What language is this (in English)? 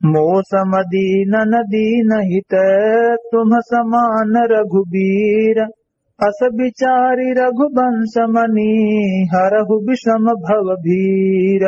Awadhi